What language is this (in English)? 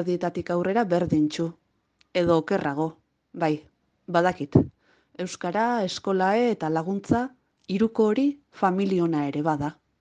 Basque